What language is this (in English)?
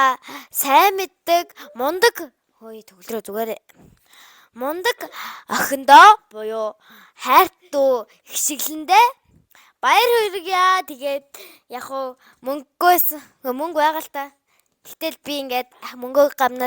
Mongolian